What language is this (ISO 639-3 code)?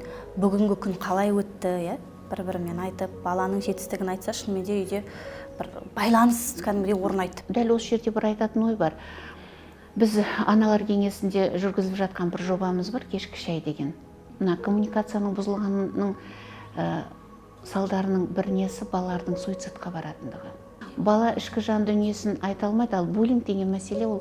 kaz